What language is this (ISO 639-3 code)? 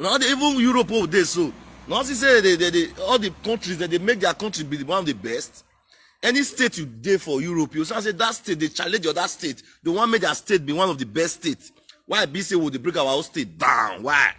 pcm